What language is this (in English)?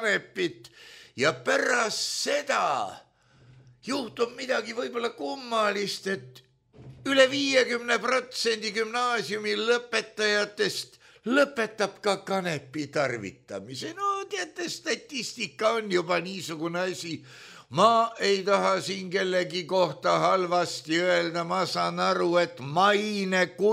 Estonian